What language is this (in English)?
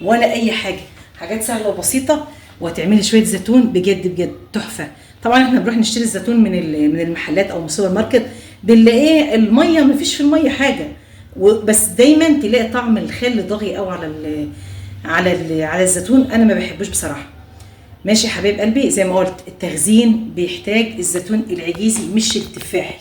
Egyptian Arabic